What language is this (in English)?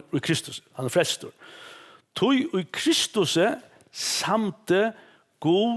Faroese